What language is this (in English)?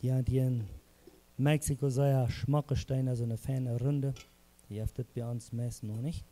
Plautdietsch